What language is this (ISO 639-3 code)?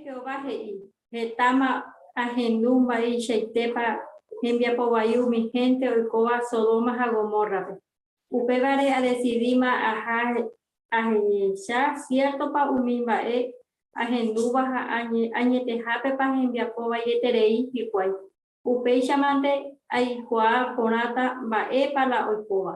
grn